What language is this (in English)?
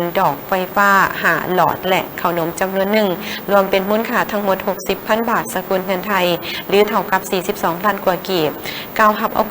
Lao